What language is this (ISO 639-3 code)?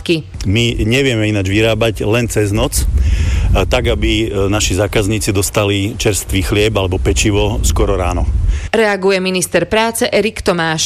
slk